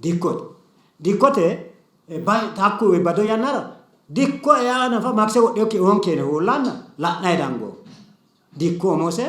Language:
Sidamo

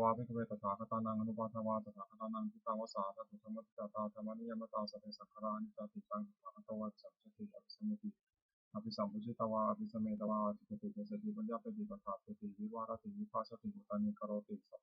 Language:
Pali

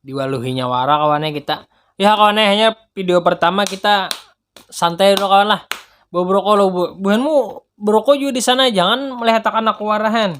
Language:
Banjar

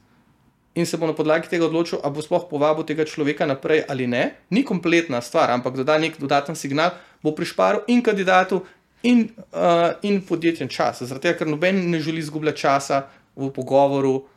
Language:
Slovenian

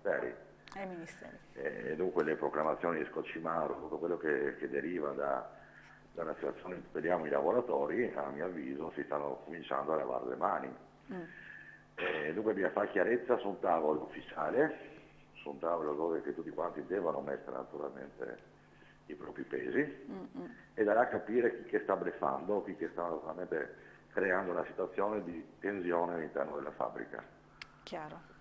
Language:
Italian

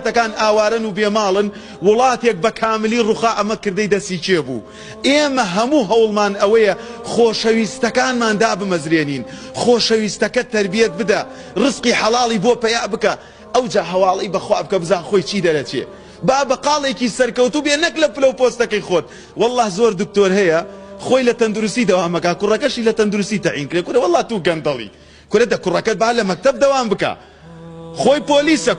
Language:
Central Kurdish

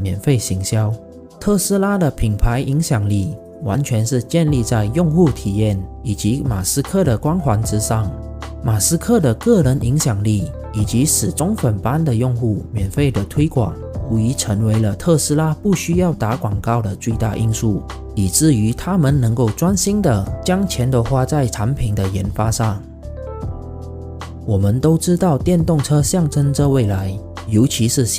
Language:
Chinese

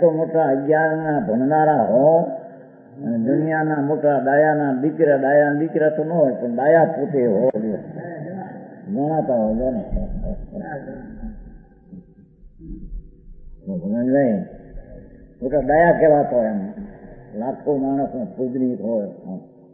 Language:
Gujarati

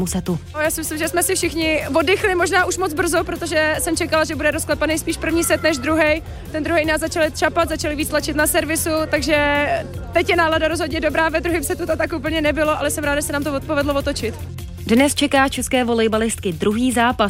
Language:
Czech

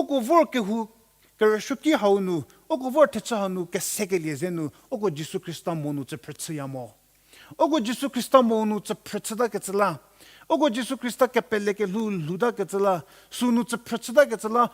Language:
Angami Naga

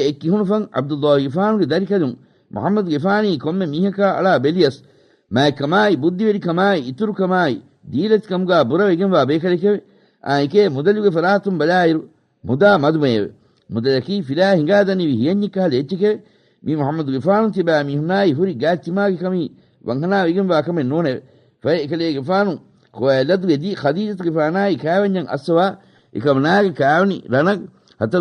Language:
Divehi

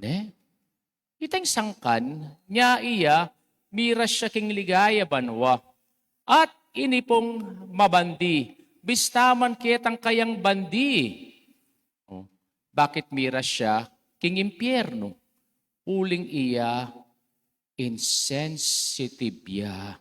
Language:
Pampanga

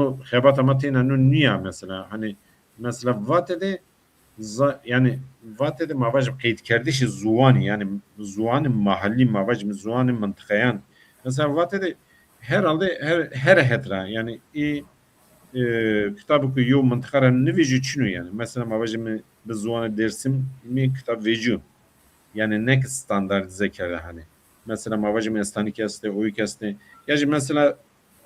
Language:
Zaza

